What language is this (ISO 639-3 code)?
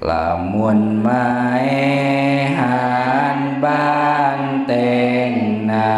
sun